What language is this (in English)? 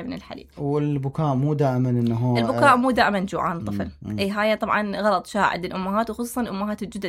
Mesopotamian Arabic